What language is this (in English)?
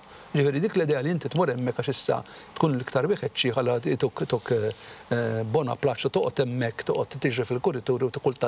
Maltese